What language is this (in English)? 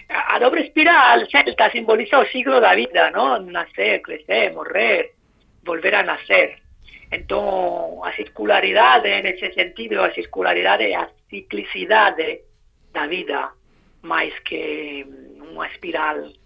Galician